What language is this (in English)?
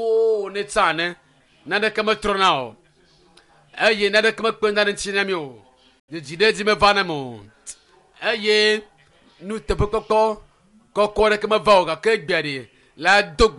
Ewe